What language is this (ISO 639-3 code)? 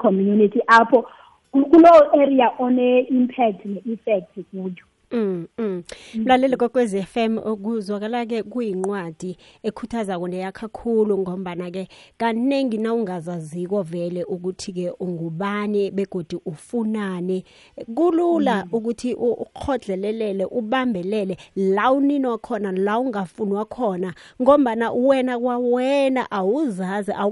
xho